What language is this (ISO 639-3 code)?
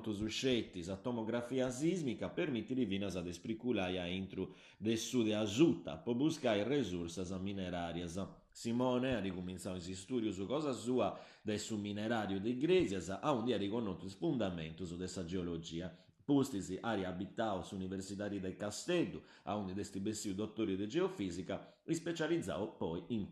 srd